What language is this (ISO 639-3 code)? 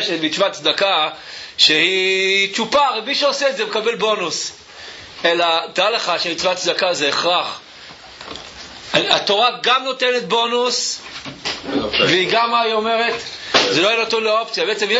heb